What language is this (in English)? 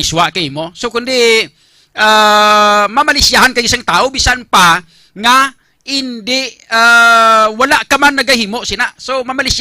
Hiligaynon